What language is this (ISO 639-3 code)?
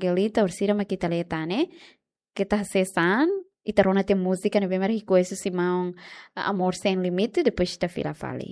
tet